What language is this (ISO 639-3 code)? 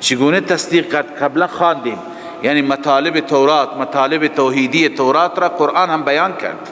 fas